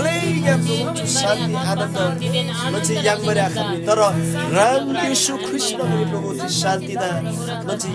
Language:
Eastern Tamang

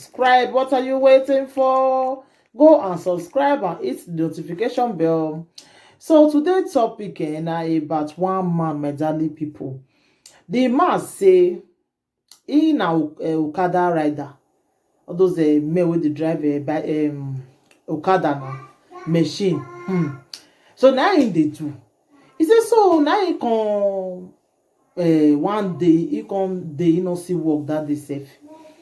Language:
Nigerian Pidgin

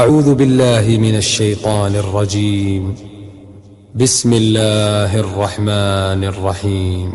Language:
Chechen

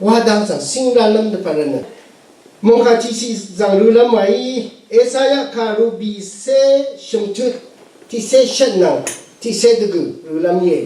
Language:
Rawang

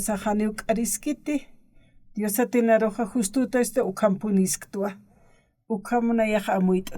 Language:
Aymara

